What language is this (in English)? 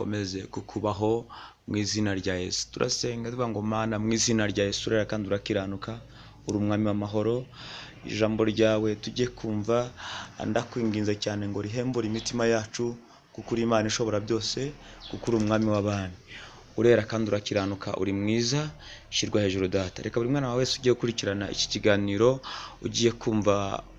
Kinyarwanda